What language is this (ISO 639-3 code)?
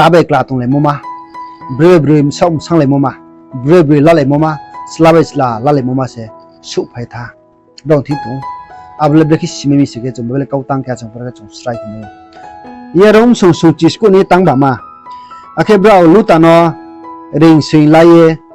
ria